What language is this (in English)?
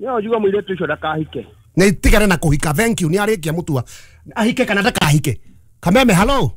Kikuyu